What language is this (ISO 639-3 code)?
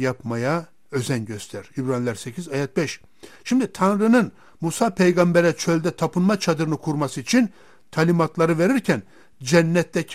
tur